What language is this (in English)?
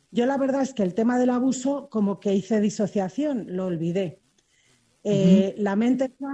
Spanish